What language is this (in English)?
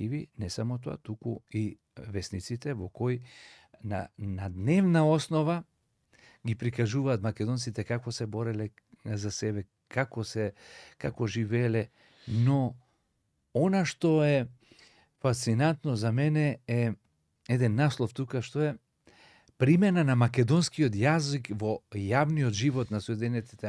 Macedonian